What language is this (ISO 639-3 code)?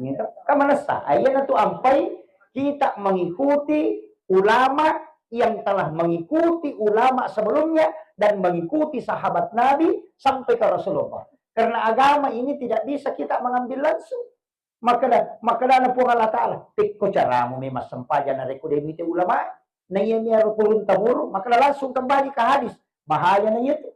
bug